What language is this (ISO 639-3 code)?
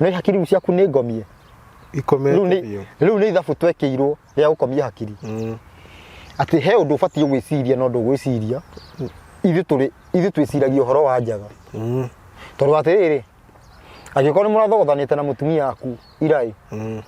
kik